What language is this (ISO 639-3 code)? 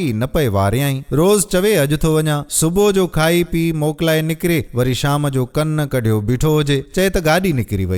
snd